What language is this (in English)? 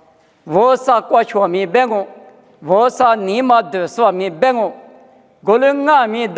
Lisu